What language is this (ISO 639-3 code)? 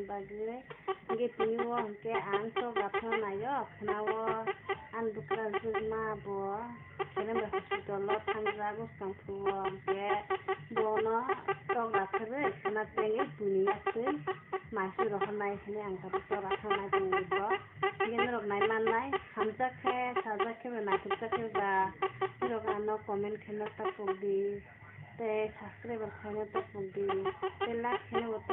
trp